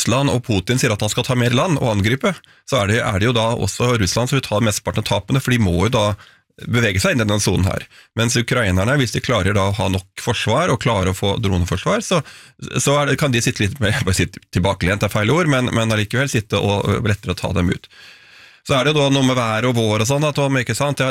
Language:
Norwegian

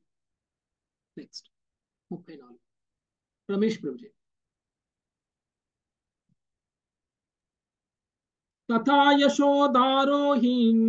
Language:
Telugu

